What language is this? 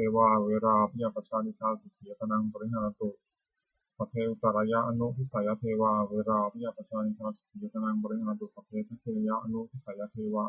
Pali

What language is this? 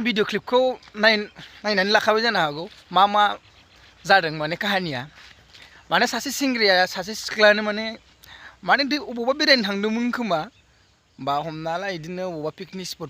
Bodo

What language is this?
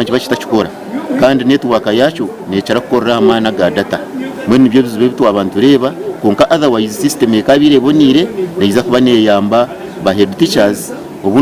Nyankole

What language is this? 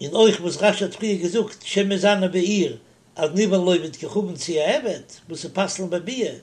Yiddish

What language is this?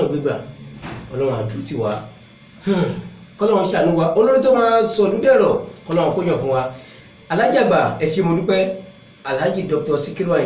Yoruba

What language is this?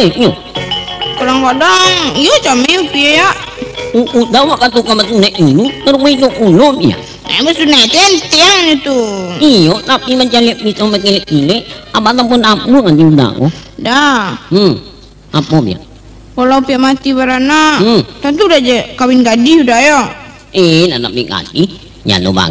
Minangkabau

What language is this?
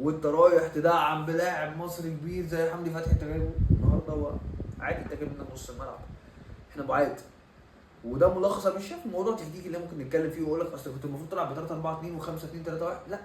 Egyptian Arabic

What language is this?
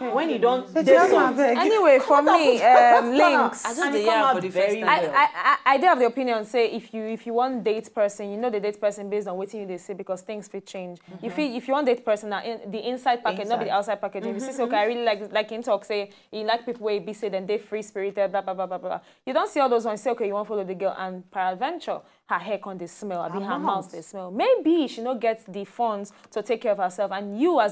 Nigerian Pidgin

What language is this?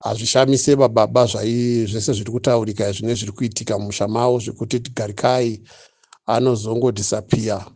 Shona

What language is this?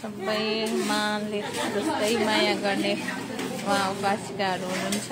Nepali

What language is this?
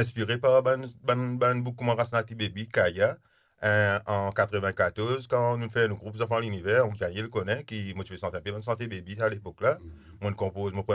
Morisyen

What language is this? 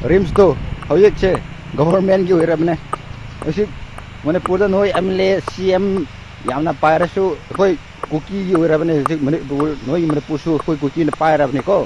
Manipuri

